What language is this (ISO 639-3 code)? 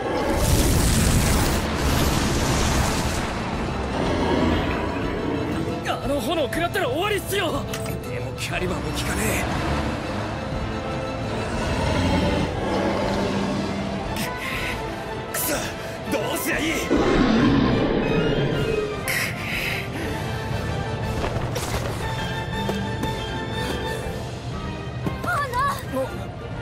jpn